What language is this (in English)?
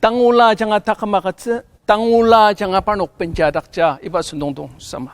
Ao Naga